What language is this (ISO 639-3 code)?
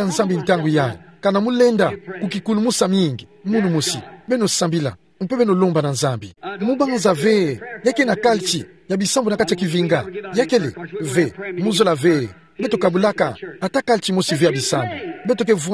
ktu